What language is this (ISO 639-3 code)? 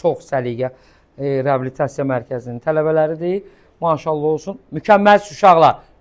aze